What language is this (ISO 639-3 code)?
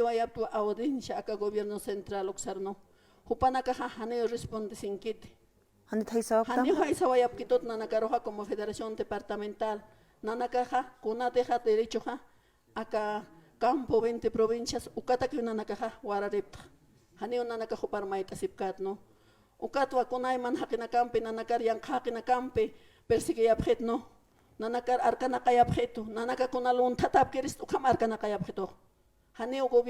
aym